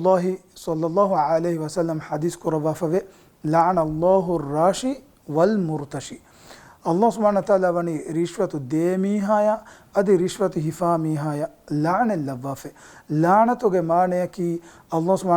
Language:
Divehi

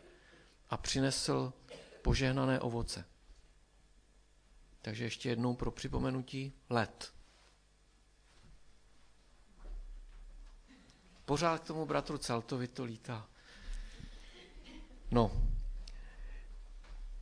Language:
Czech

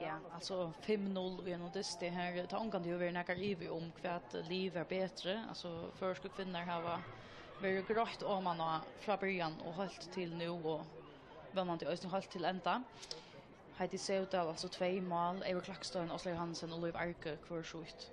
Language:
Faroese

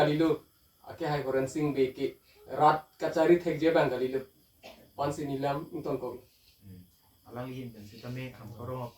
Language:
Karbi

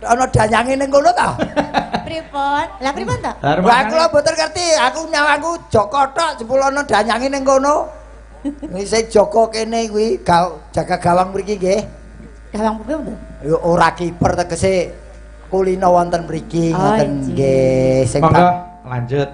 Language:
Javanese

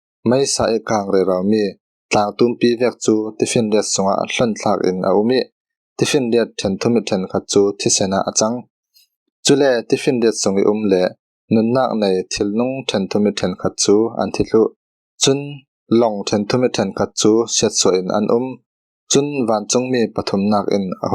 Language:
Falam Chin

